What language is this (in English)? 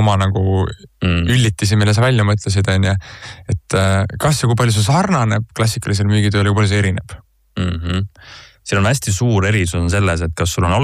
Estonian